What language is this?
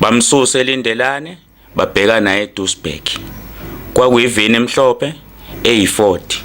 Zulu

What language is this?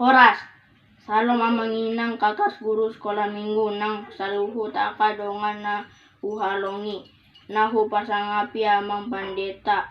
Batak Toba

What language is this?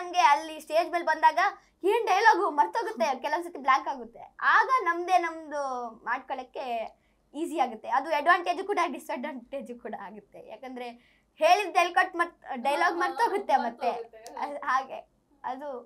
Kannada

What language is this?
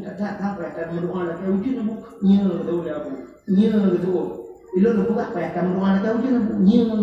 Achinese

